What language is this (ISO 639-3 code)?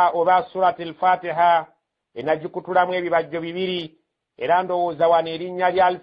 lug